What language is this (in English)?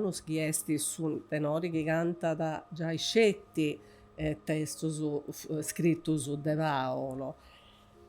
Sardinian